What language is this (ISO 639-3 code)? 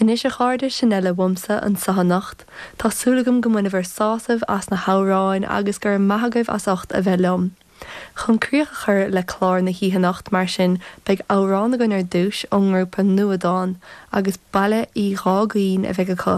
gle